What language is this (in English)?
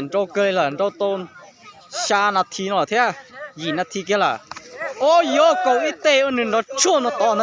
Hmong